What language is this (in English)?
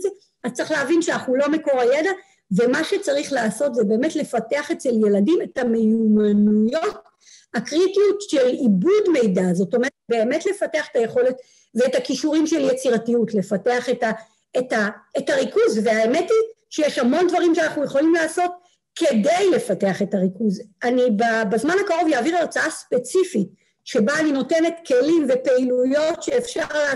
Hebrew